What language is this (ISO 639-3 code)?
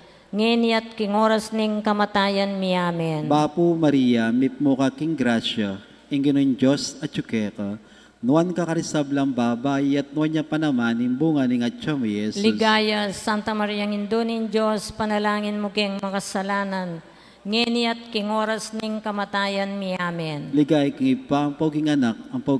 pam